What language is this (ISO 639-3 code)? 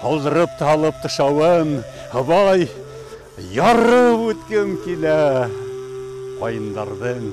bak